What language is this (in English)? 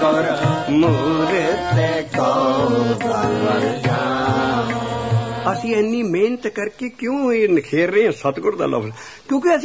Punjabi